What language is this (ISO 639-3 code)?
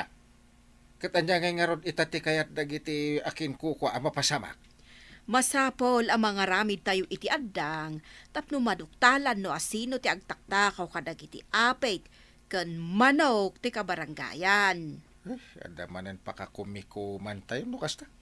ilo